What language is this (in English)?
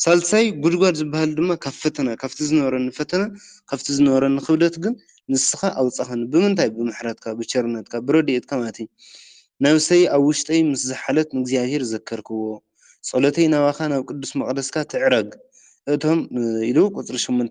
Tigrinya